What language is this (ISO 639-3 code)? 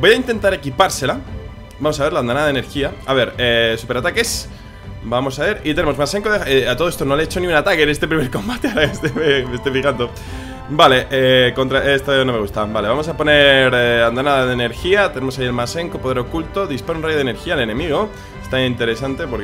spa